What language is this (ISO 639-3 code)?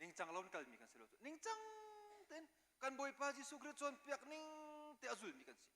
cnh